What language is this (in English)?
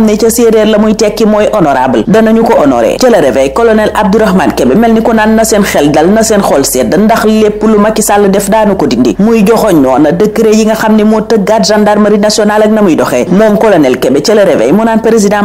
Wolof